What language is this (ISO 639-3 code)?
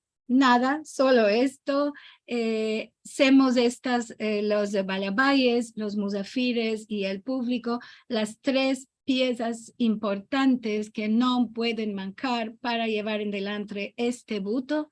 lad